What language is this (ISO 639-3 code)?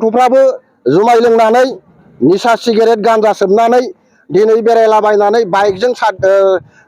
brx